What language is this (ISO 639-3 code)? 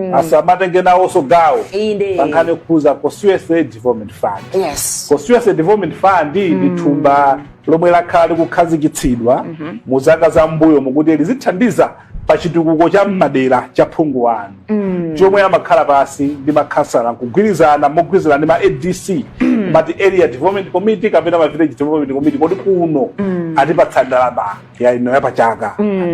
nya